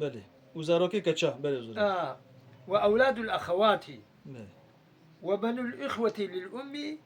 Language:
Kurdish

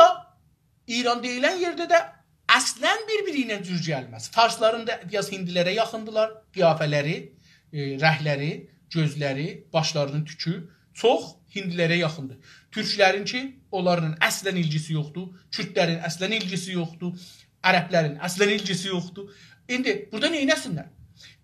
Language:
South Azerbaijani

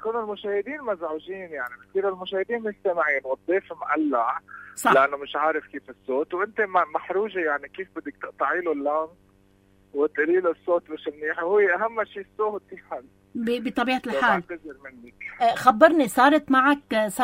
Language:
North Levantine Arabic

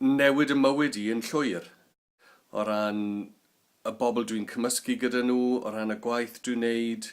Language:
Welsh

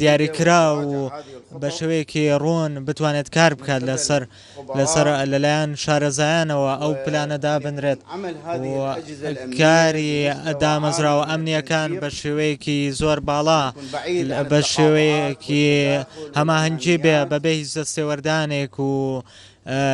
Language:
Central Kurdish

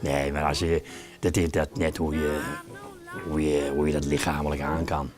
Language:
Western Frisian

